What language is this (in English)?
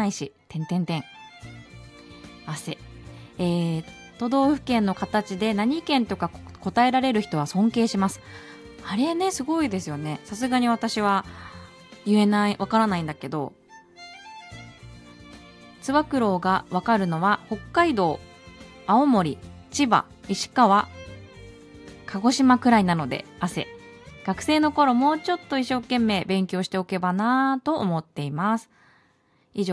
Japanese